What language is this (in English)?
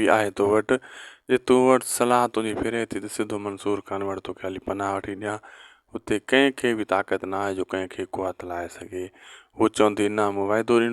Sindhi